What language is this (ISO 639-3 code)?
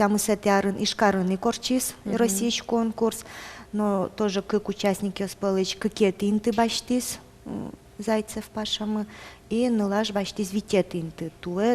udm